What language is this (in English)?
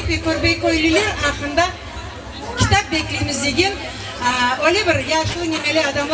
Crimean Tatar